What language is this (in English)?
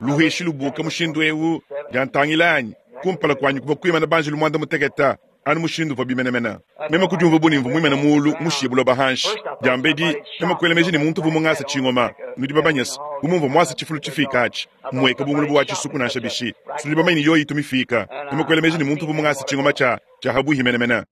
Luba-Lulua